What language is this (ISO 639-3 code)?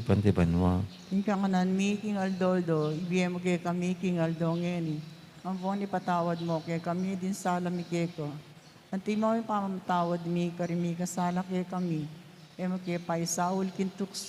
pam